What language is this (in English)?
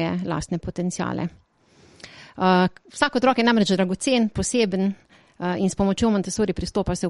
Slovenian